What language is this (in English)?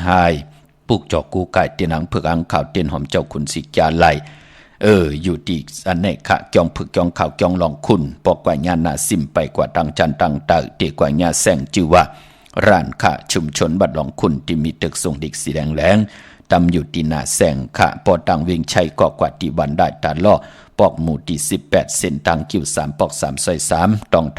Shan